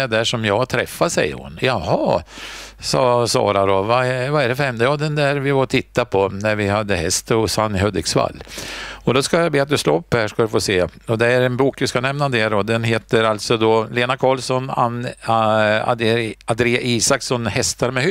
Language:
Swedish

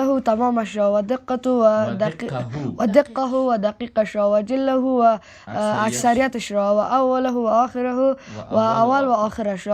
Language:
Tajik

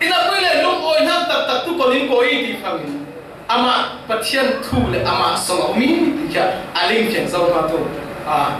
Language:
Falam Chin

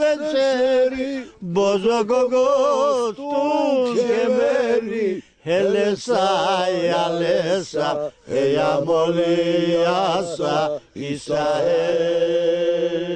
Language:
Laz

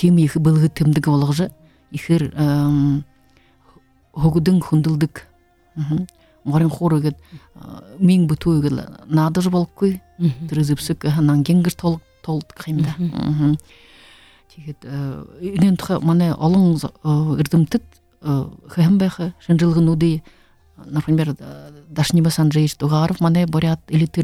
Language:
Buriat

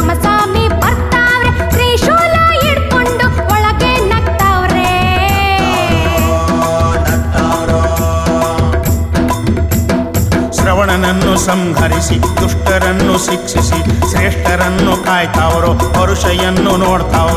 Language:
Kannada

